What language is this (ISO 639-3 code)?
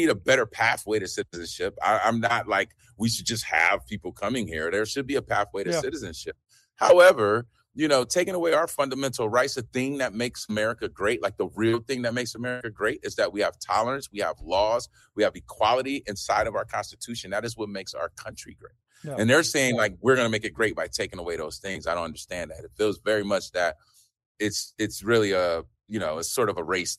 eng